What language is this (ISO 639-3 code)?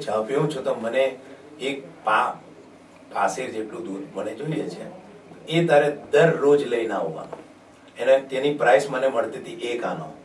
guj